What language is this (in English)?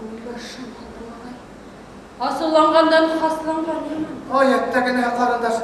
Bashkir